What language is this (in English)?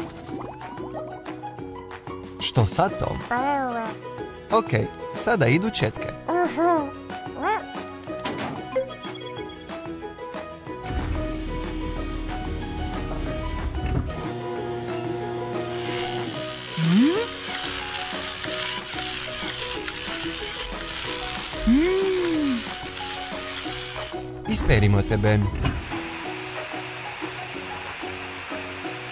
Croatian